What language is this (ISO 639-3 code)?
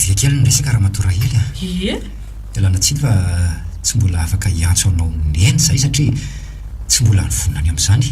mlg